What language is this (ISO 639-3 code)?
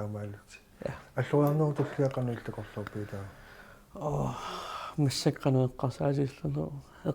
kal